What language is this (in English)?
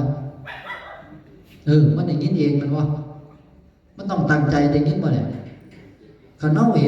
Northeastern Thai